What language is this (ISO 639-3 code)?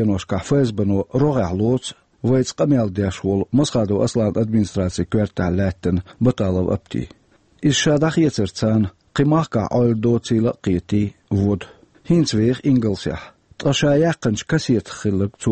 che